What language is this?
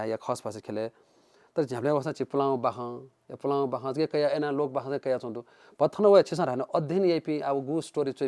Newari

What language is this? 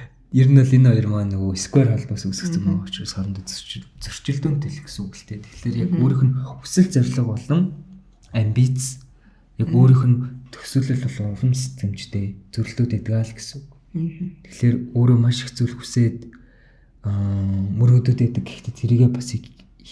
Mongolian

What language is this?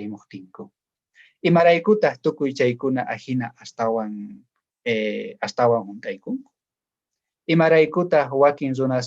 South Bolivian Quechua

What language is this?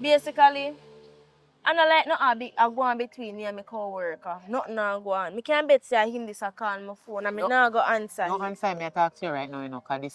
Jamaican Creole English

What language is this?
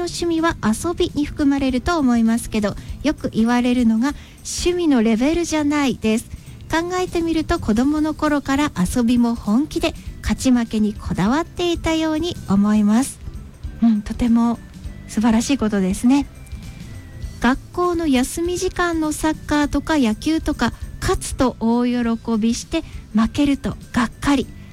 Japanese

